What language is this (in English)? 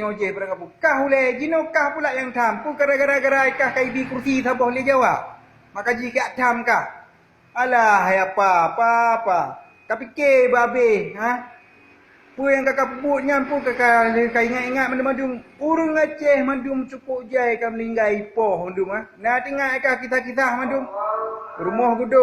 Achinese